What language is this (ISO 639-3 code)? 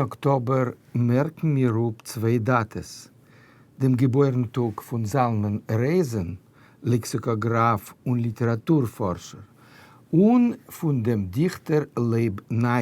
yid